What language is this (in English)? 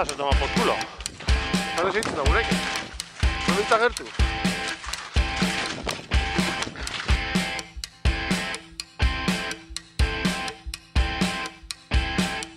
Basque